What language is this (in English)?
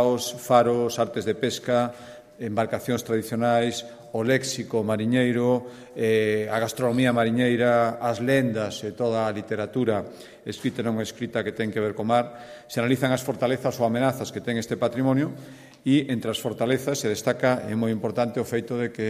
Galician